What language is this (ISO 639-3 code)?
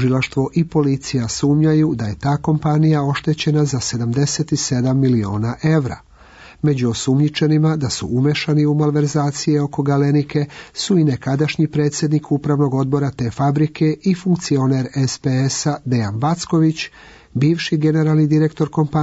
srp